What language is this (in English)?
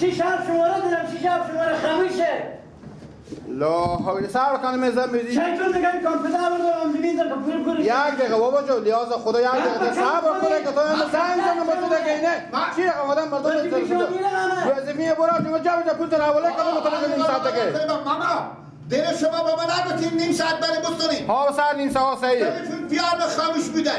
Persian